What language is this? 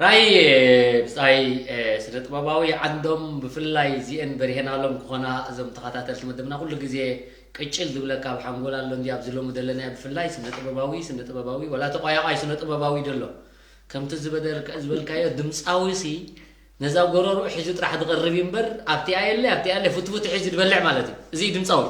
Tigrinya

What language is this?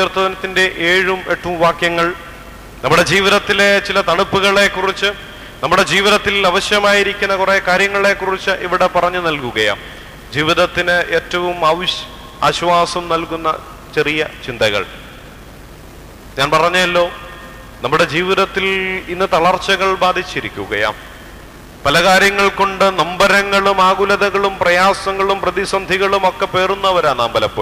Malayalam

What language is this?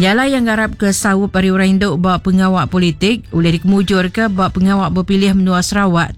Iban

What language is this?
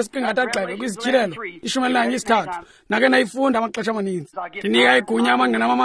Xhosa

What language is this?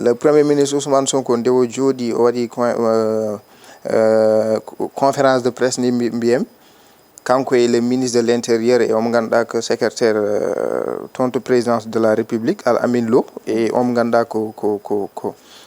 Fula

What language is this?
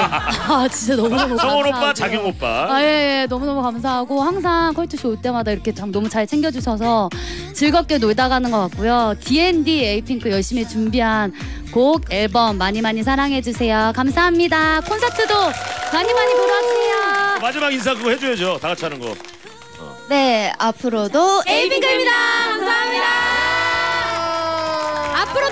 Korean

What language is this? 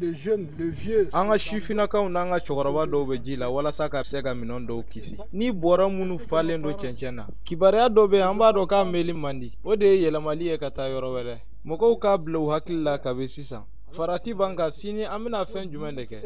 Bambara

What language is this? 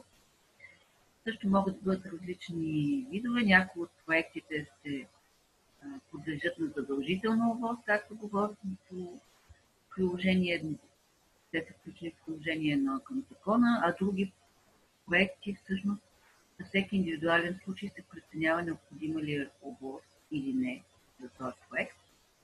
Bulgarian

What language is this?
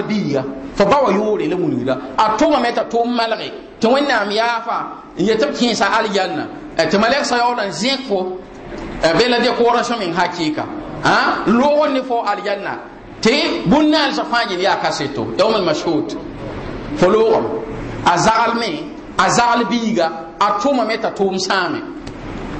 Mossi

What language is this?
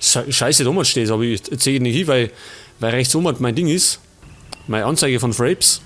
Bavarian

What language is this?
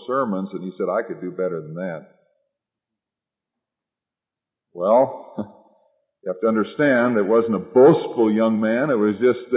English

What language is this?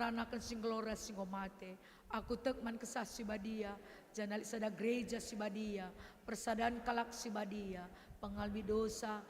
Batak Karo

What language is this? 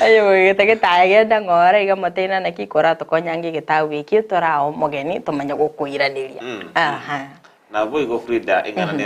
Gusii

